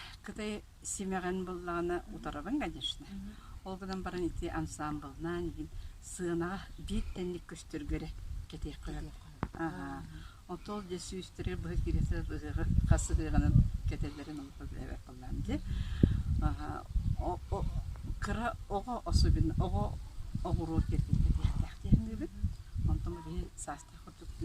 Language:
Yakut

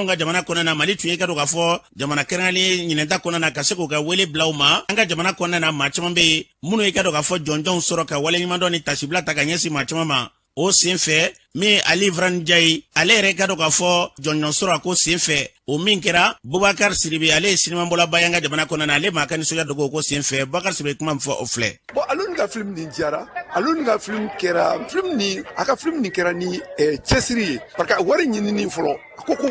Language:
Bambara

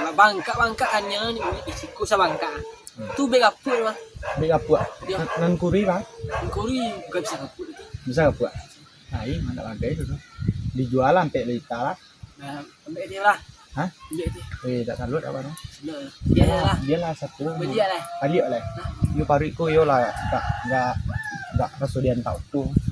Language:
Minangkabau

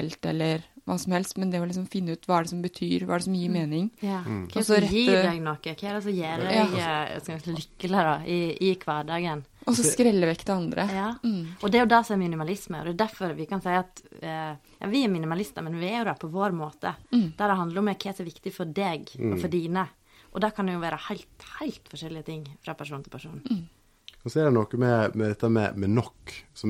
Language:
Norwegian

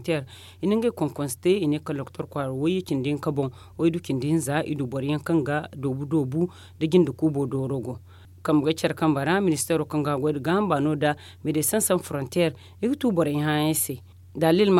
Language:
Zarma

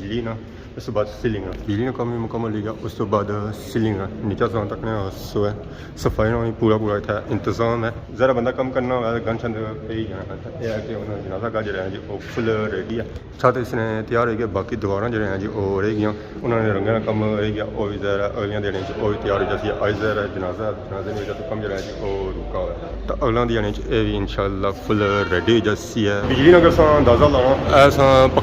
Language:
Pahari-Potwari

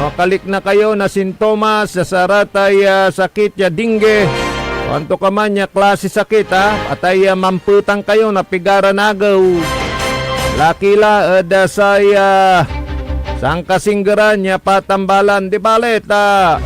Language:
Pangasinan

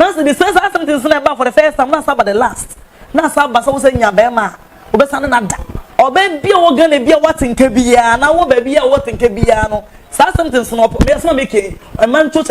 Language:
Akan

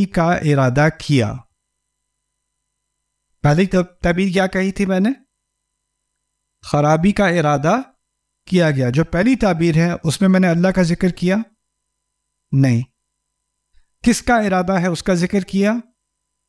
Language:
Urdu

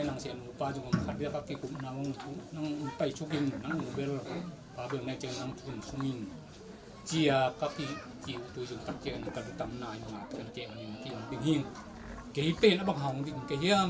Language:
Tedim Chin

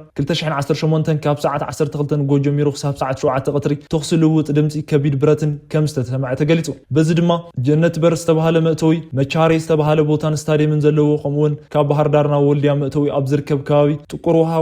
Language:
Tigrinya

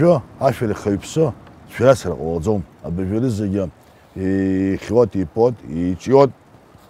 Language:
Abkhazian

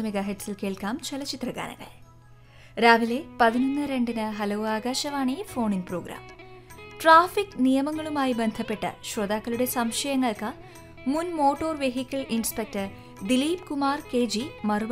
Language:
Malayalam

